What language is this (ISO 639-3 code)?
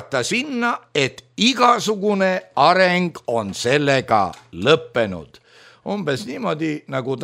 est